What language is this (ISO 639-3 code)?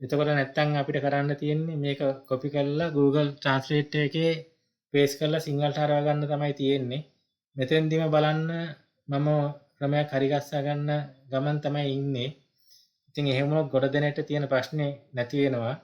sin